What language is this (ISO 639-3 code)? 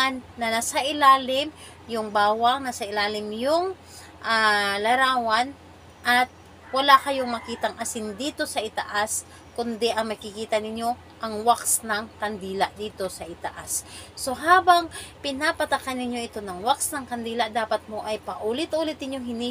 fil